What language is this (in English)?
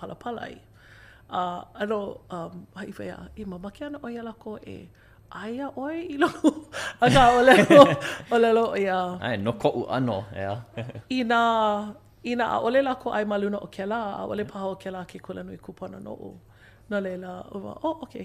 Hawaiian